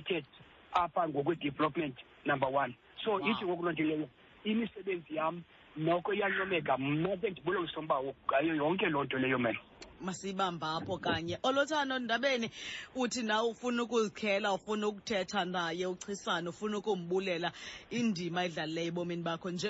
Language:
Xhosa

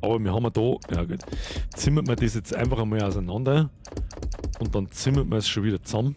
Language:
Bavarian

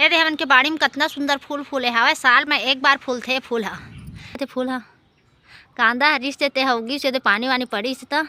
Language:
Chhattisgarhi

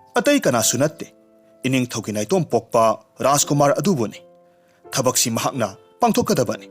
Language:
Manipuri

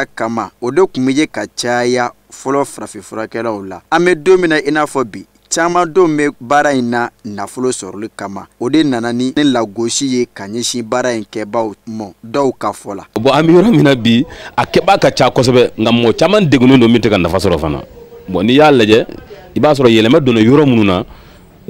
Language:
Bambara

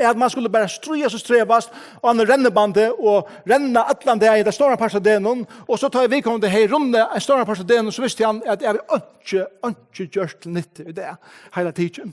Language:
Faroese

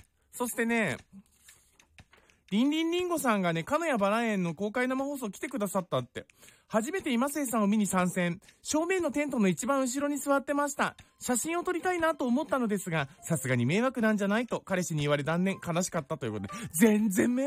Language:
Japanese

